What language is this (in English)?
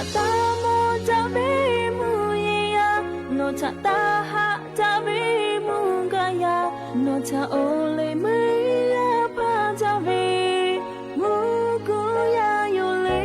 Lahu